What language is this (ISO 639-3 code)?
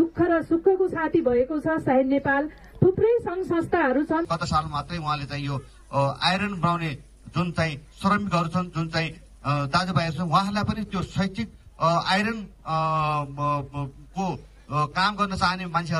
nep